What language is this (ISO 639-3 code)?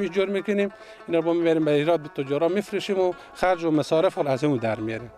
fas